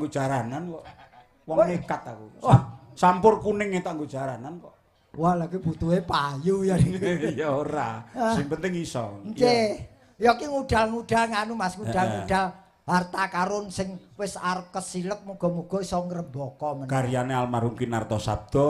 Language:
Javanese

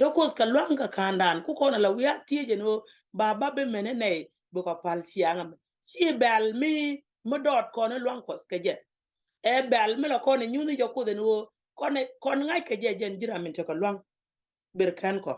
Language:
Nuer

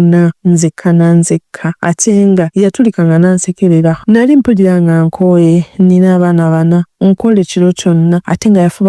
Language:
Ganda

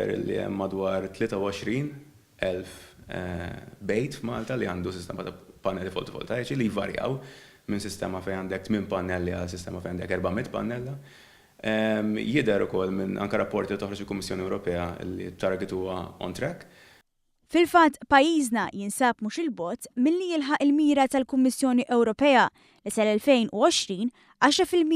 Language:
Maltese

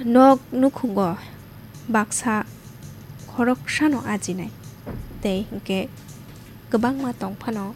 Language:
Kok Borok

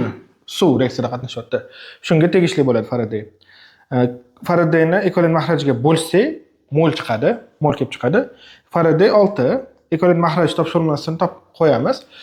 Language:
Uzbek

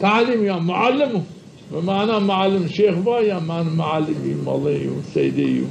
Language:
Zaza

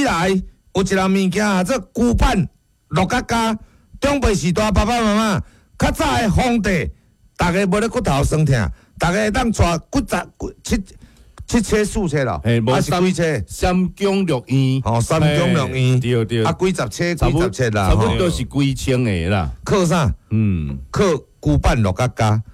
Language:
Min Nan Chinese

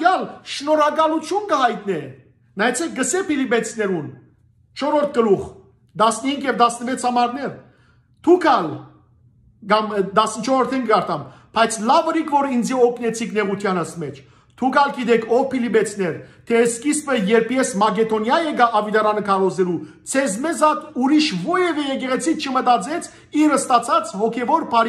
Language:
Western Armenian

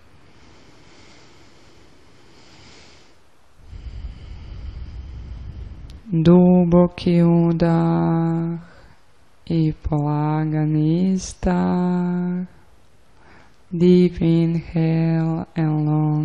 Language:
Croatian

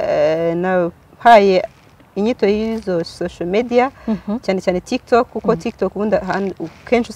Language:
Kinyarwanda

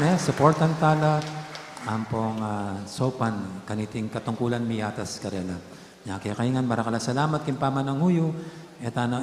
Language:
Pampanga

